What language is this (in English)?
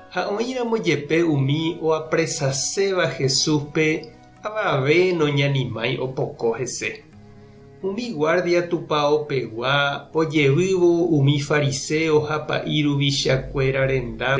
Guarani